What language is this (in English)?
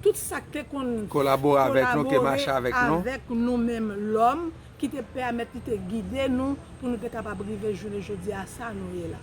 Haitian Creole